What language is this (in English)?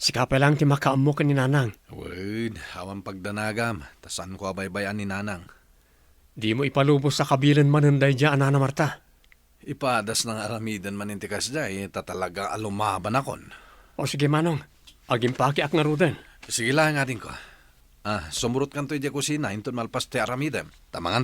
Iloko